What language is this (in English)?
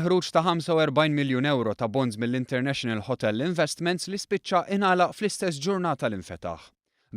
Maltese